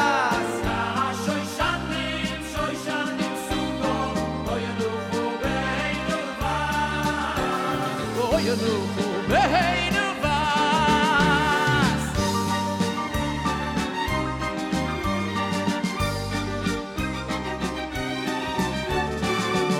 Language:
Hebrew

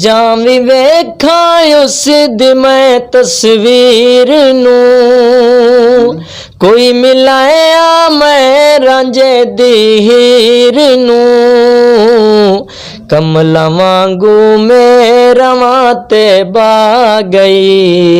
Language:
Western Panjabi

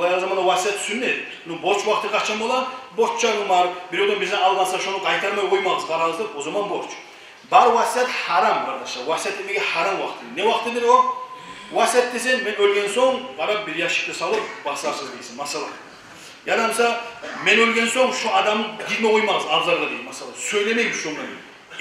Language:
Kumyk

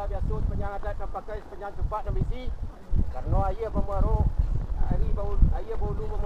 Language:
Minangkabau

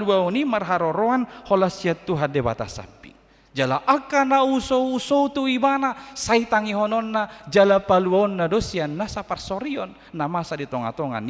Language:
Batak Toba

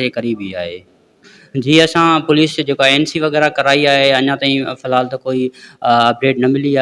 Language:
Sindhi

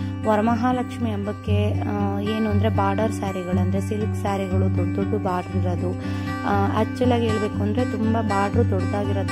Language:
Kannada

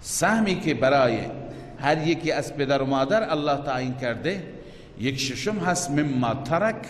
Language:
Persian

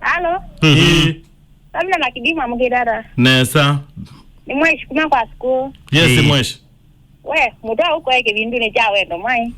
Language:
Kamba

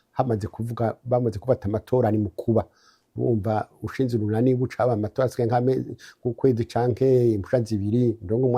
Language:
Rundi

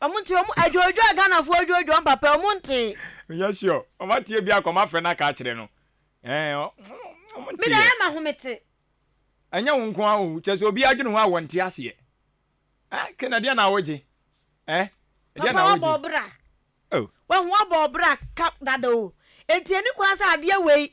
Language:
Akan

